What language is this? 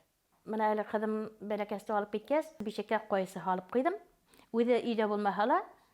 Bashkir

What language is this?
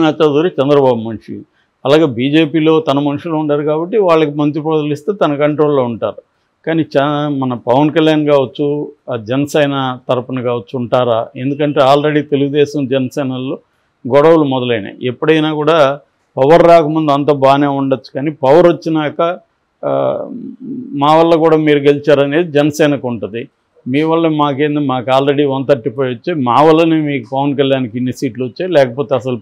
Telugu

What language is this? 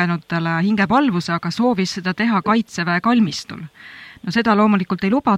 Estonian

